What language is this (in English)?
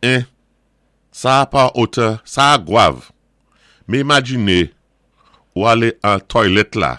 Saint Lucian Creole French